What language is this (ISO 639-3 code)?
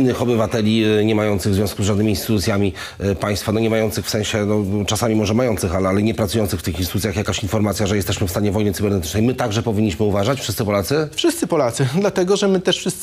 pol